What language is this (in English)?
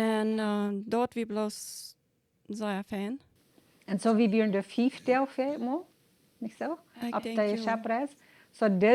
Plautdietsch